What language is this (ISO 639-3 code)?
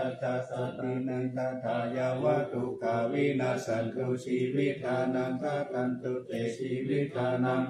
pli